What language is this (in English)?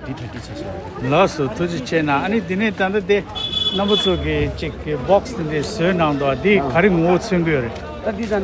Tibetan